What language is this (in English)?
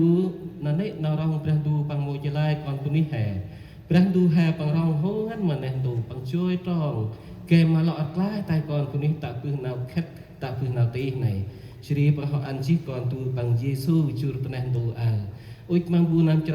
Central Mnong